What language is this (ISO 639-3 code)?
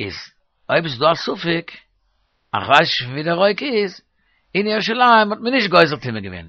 yid